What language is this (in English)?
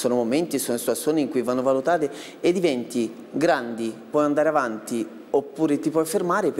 Italian